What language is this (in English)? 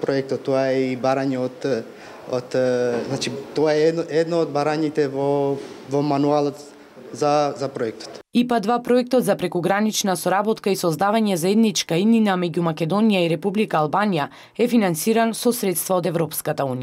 Macedonian